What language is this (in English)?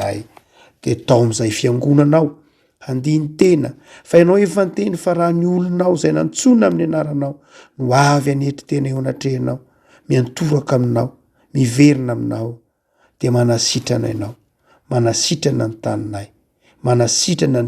Malagasy